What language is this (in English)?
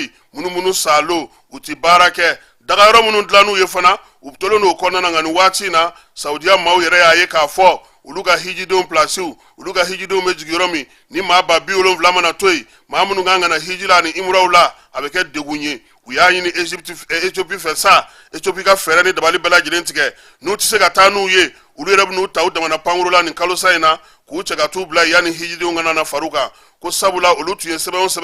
Bambara